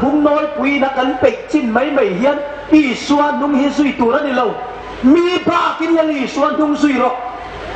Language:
Hmar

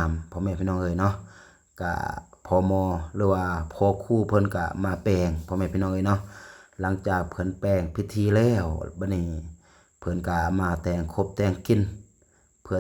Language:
Lao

